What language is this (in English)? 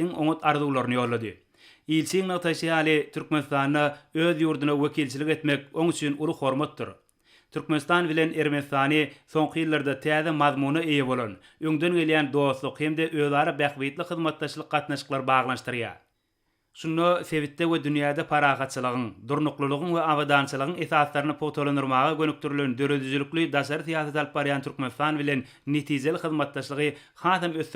Turkmen